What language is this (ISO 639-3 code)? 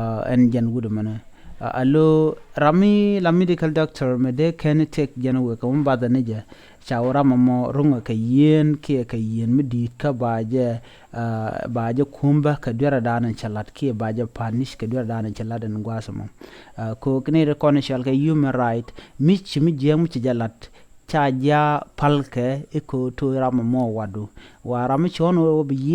nus